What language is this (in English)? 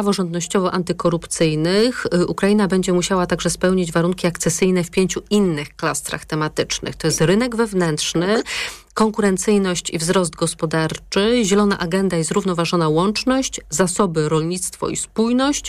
Polish